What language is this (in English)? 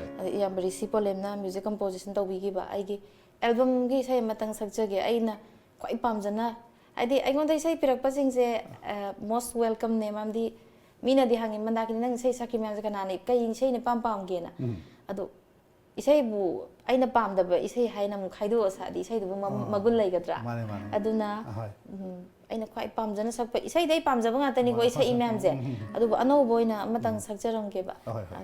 Manipuri